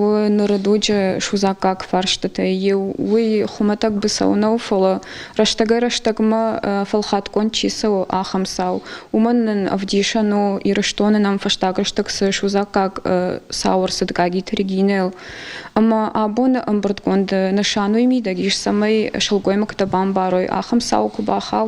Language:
Ossetic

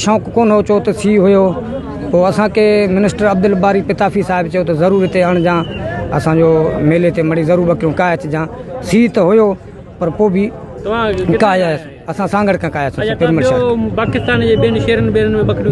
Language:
Sindhi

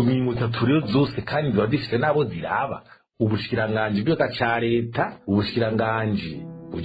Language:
Rundi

